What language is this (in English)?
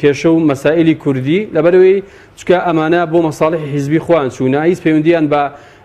Central Kurdish